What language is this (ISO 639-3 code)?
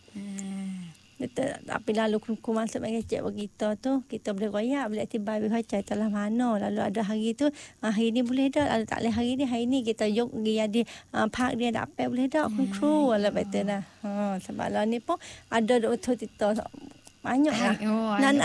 msa